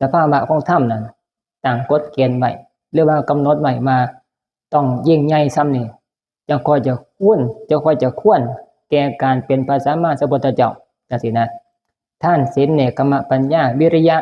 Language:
Northeastern Thai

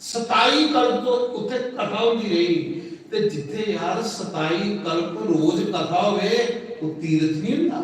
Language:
Dogri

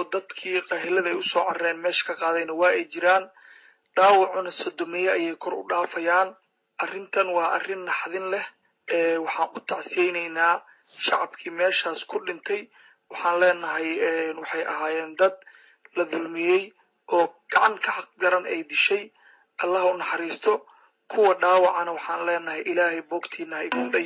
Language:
Somali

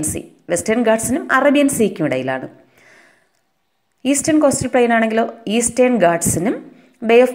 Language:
Malayalam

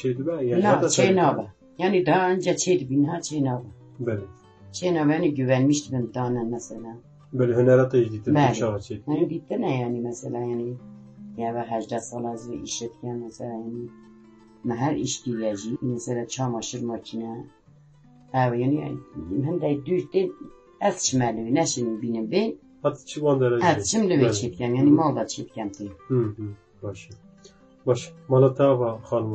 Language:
Kurdish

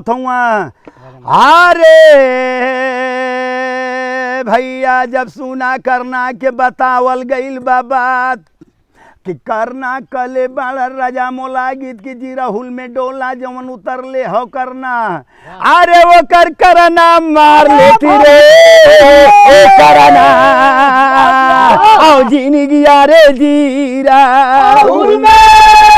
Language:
Bhojpuri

